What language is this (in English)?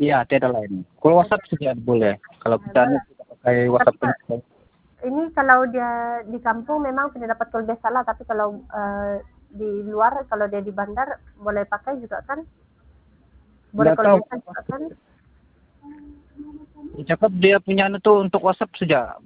Malay